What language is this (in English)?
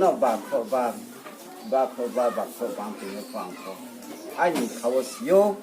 Riang (India)